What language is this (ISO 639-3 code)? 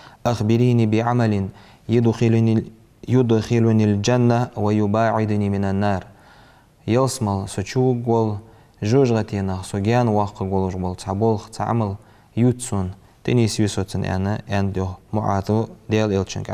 inh